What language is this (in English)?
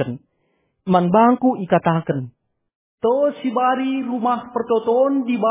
Batak Karo